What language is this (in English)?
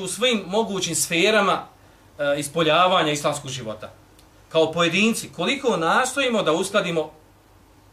Bosnian